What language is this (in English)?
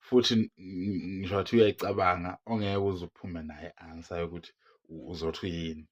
Zulu